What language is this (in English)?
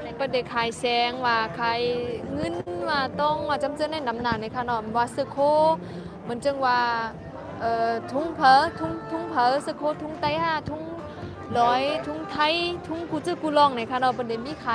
Shan